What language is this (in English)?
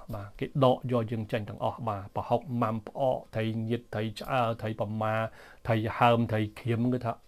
Khmer